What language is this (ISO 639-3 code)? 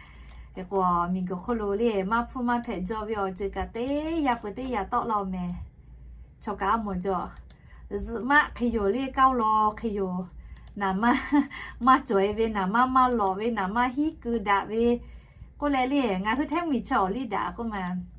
lhu